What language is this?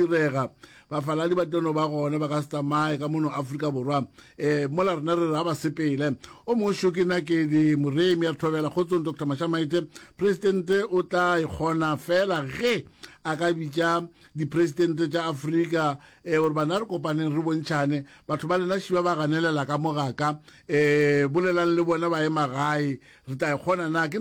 Northern Sotho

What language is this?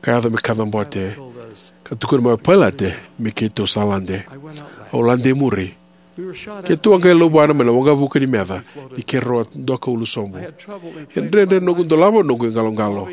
Fijian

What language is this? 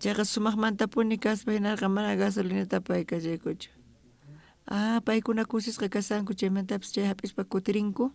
South Bolivian Quechua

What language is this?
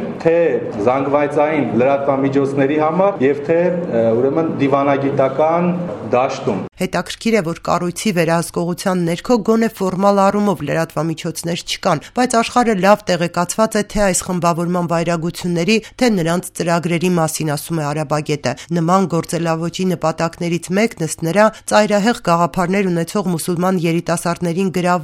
Armenian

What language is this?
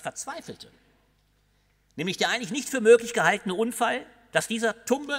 German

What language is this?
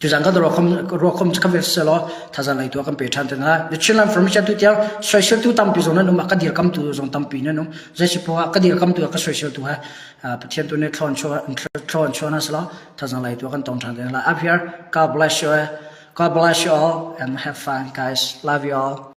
Hakha Chin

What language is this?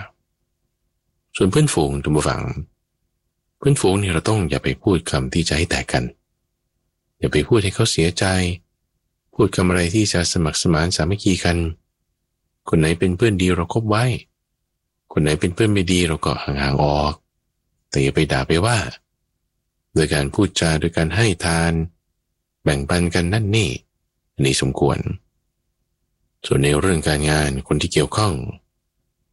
Thai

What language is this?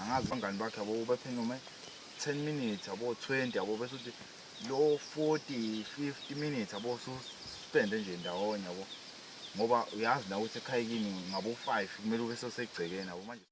Zulu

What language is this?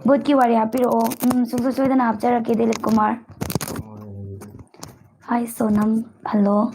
Manipuri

